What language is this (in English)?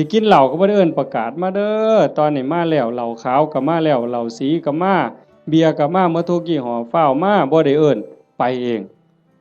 Northeastern Thai